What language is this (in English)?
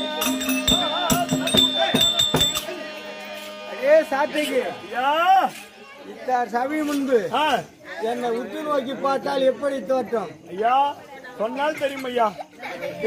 Tamil